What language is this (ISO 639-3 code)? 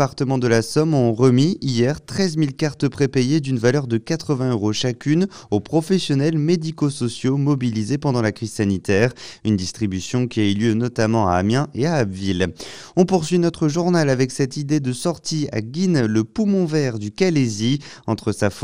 fra